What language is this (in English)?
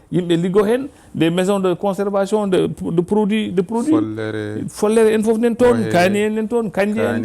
Fula